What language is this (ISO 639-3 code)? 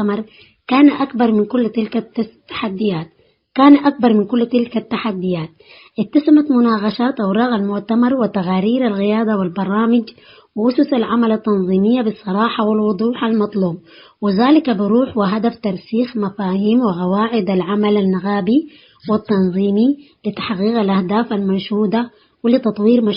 tig